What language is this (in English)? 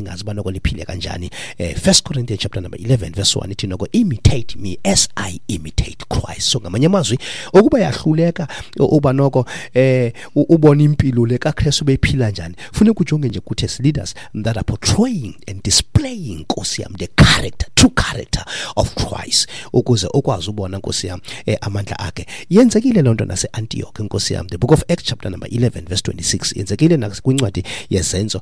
Xhosa